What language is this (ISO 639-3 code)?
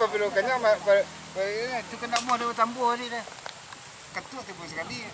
min